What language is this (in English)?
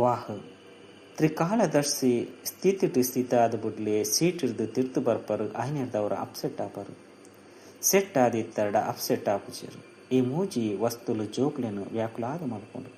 Tulu